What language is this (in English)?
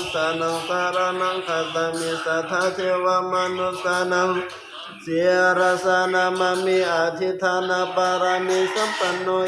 Pali